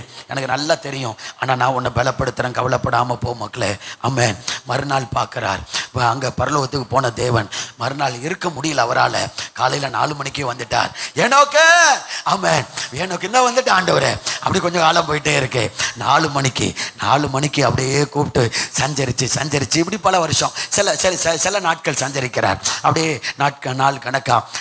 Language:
Tamil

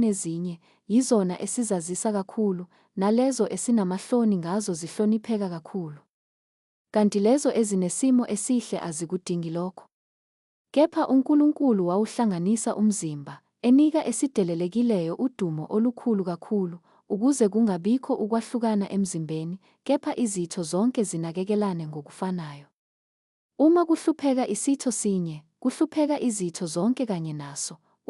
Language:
Zulu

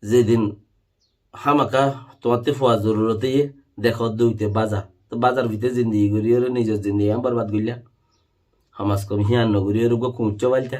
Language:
Rohingya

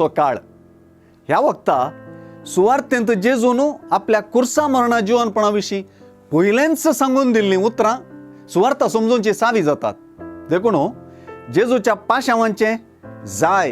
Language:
Konkani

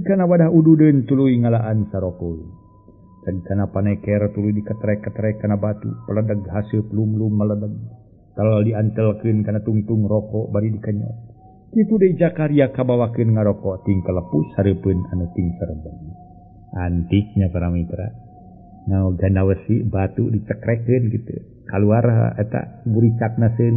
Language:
Sundanese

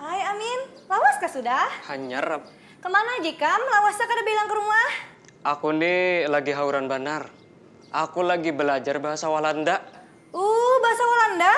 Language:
Banjar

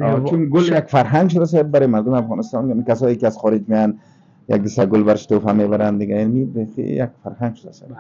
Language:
Persian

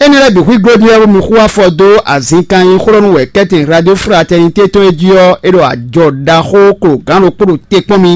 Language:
Fon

